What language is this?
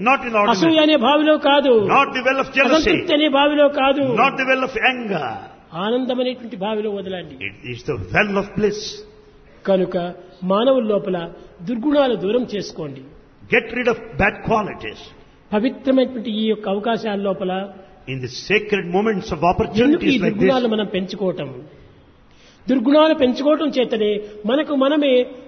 Telugu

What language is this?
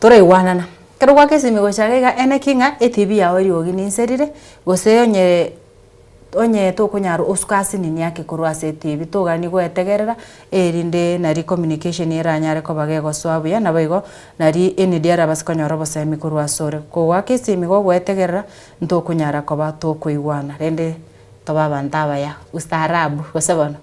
Gusii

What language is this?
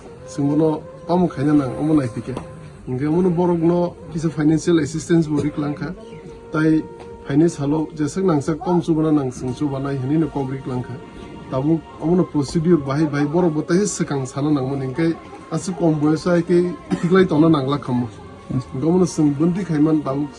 Kok Borok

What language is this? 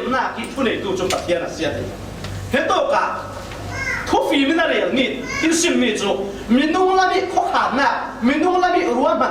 Falam Chin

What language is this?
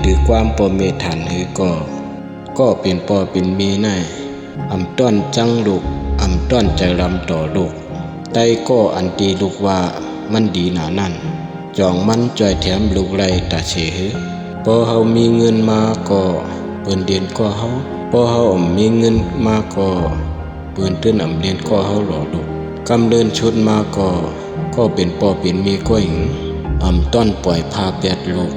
Shan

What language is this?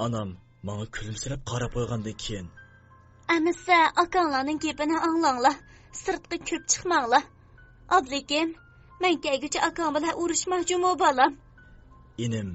Uyghur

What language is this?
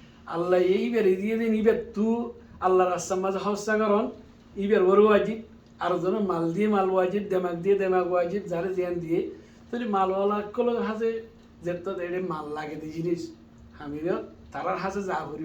Rohingya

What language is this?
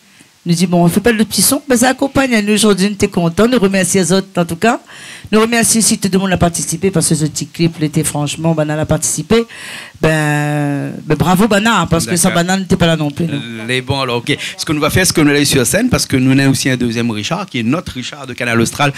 Réunion Creole French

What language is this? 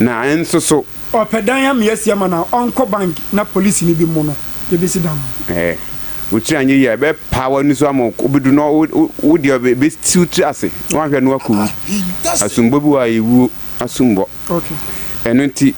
Akan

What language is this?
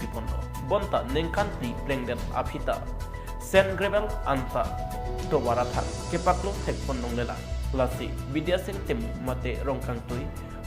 Karbi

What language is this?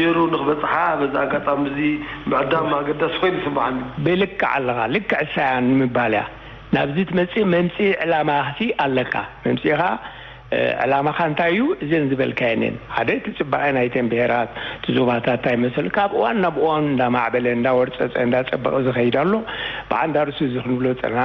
Tigrinya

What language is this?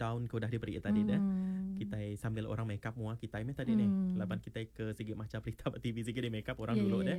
Iban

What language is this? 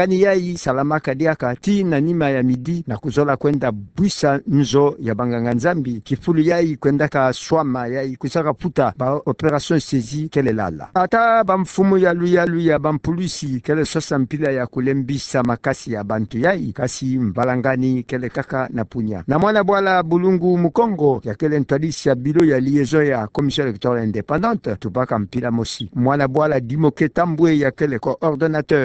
Kituba (Democratic Republic of Congo)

